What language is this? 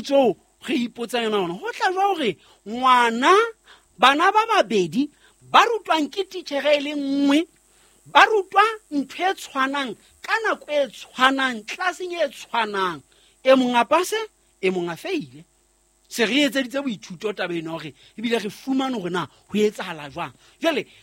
Southern Sotho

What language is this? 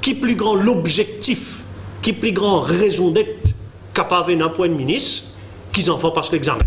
Morisyen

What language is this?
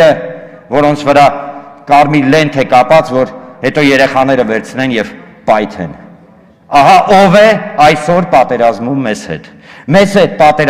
Armenian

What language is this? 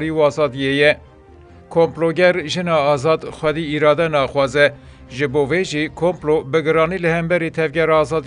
Kurdish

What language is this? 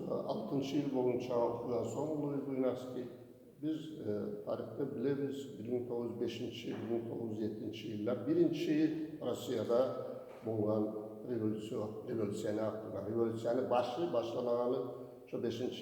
Kumyk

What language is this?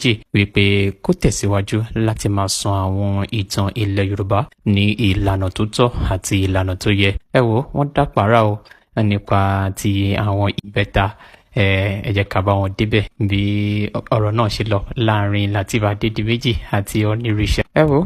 Yoruba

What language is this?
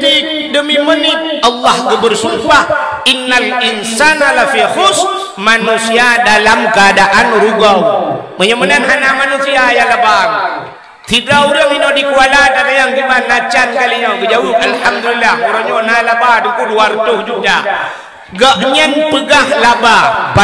Achinese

